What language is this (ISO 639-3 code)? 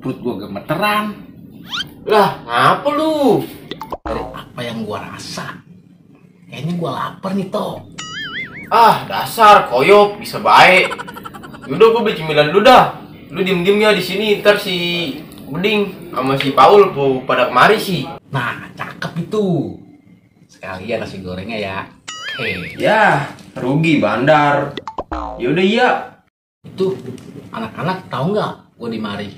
bew